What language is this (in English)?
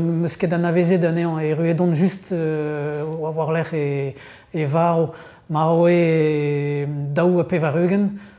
Breton